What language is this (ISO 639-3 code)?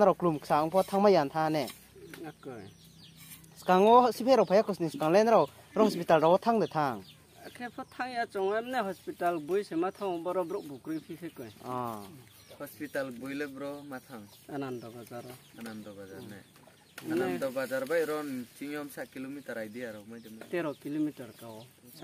ria